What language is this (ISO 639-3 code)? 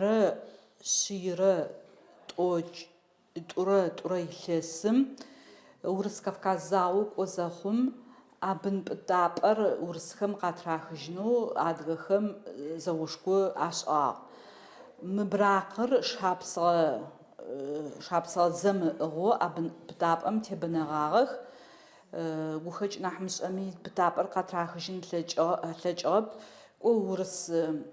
ady